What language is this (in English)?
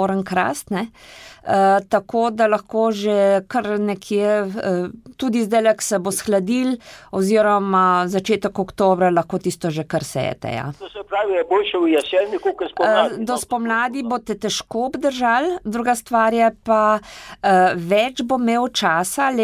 Slovenian